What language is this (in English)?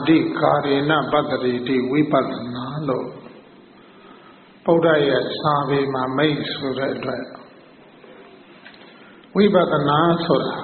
Burmese